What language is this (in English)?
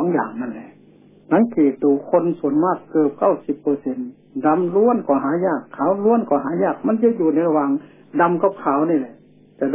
Thai